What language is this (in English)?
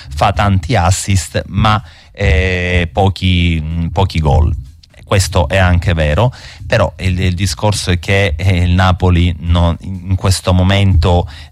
Italian